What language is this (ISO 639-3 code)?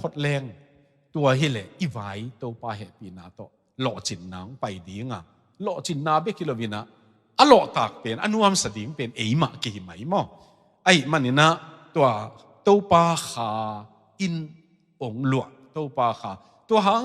ctd